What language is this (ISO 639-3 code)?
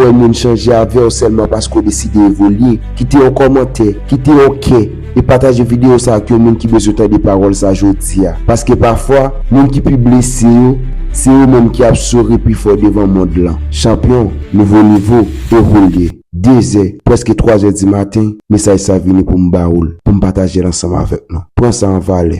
hat